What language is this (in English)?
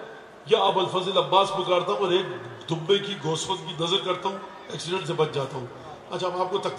Urdu